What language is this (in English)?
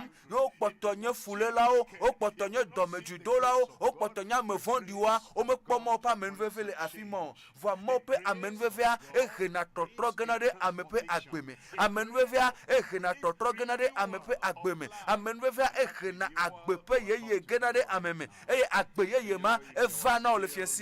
Ewe